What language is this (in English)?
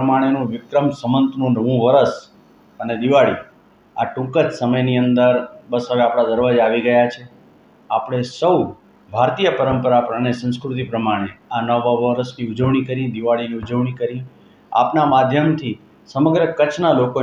Gujarati